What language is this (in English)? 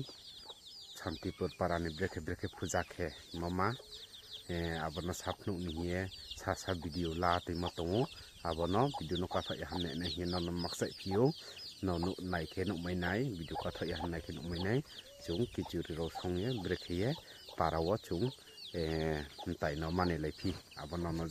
Riang (India)